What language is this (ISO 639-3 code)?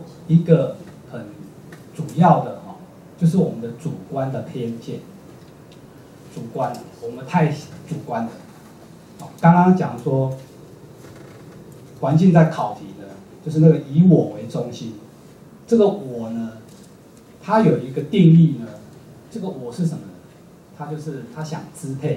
zho